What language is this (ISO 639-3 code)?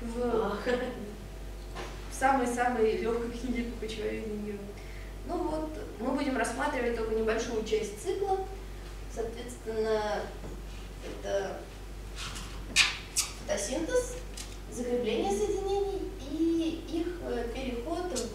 rus